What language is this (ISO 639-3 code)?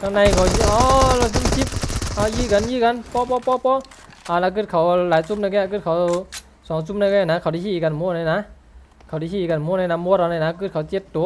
shn